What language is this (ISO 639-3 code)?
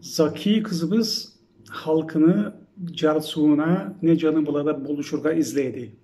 krc